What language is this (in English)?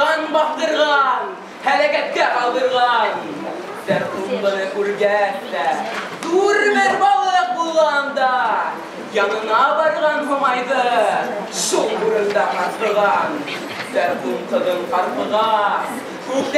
Bashkir